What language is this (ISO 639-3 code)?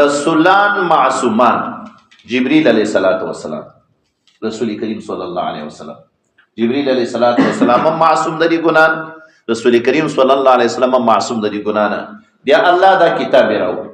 pus